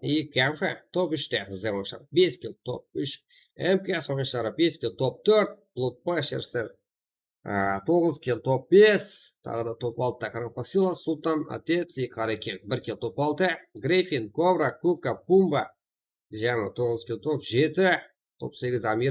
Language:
Kara-Kalpak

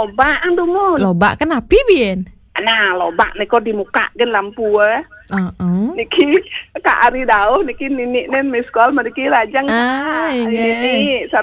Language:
Balinese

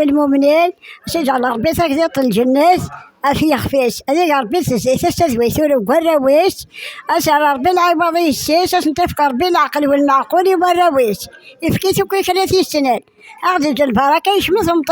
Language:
Kabyle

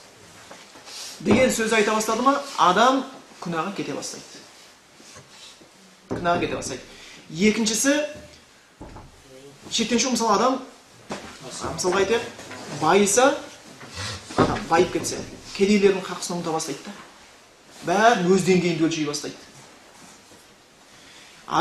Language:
Kazakh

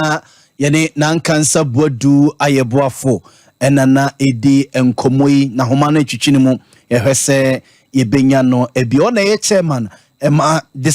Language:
Akan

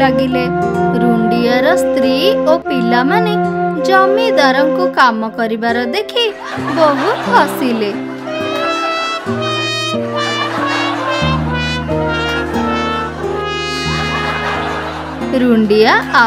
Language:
Odia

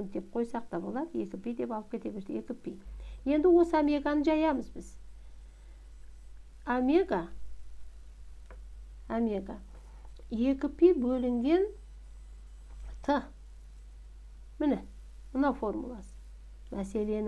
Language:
Kazakh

